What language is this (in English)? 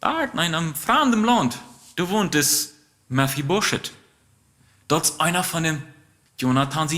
Plautdietsch